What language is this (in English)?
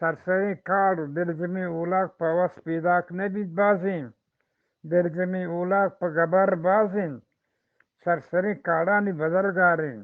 Eastern Balochi